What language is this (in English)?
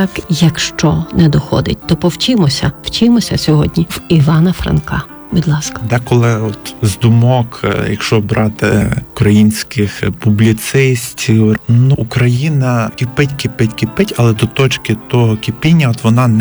Ukrainian